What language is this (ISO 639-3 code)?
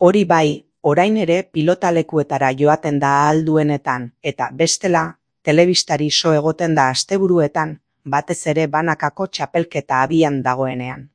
eus